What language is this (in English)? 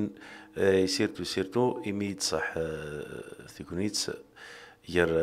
Kabyle